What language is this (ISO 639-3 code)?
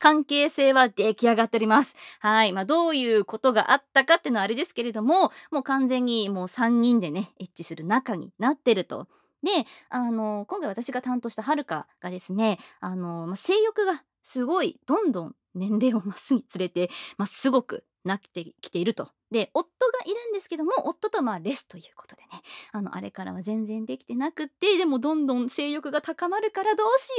jpn